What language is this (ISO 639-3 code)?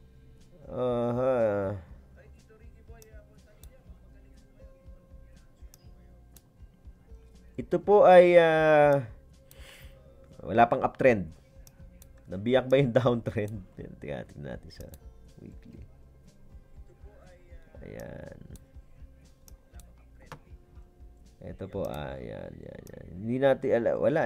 fil